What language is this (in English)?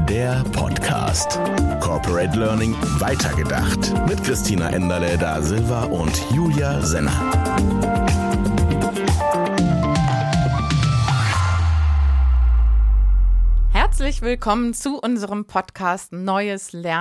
German